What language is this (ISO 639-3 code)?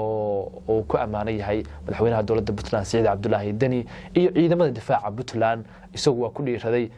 som